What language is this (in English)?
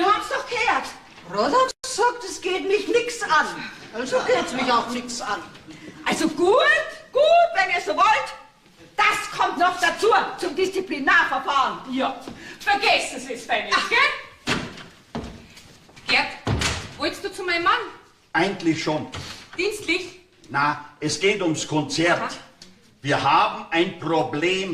Bavarian